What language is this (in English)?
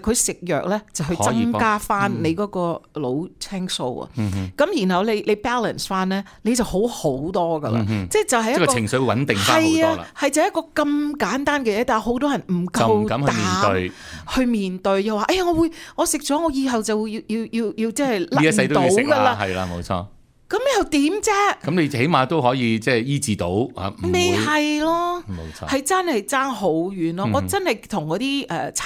Cantonese